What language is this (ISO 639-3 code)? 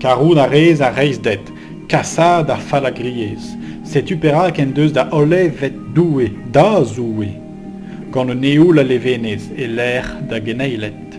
bre